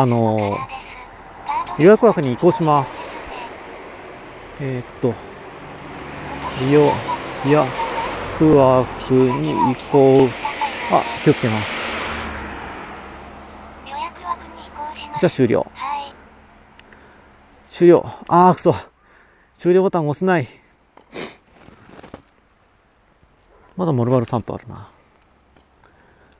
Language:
Japanese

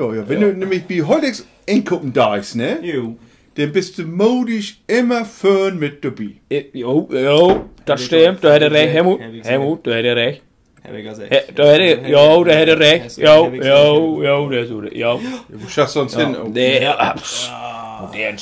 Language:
Low German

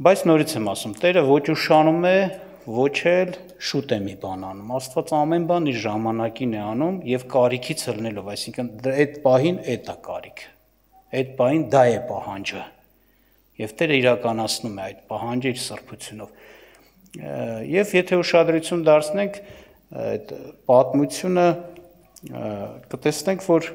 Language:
Armenian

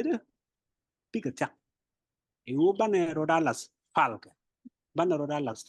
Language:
Nuer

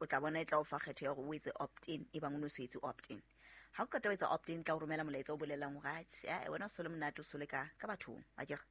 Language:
Southern Sotho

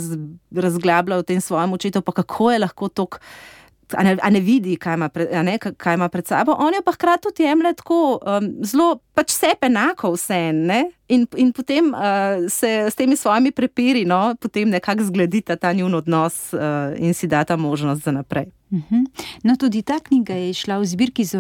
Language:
Slovenian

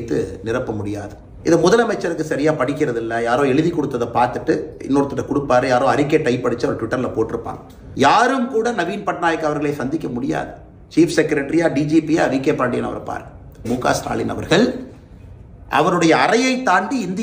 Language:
Tamil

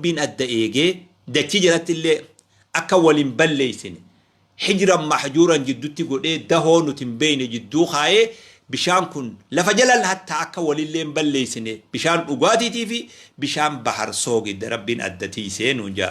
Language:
Oromo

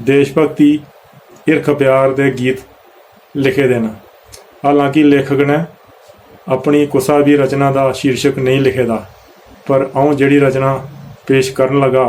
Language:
Dogri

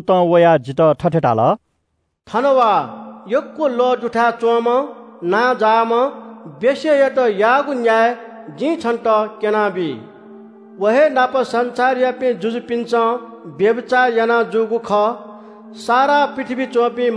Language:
Newari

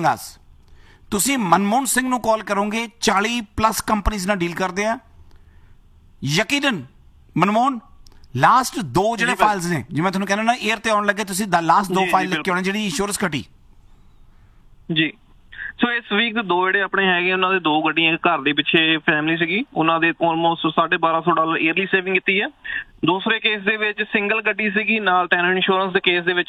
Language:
Punjabi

